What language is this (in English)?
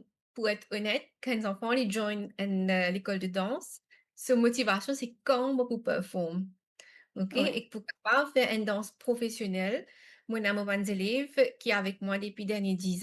Morisyen